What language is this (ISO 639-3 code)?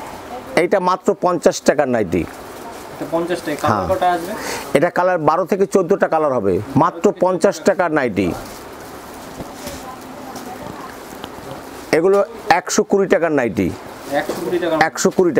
ben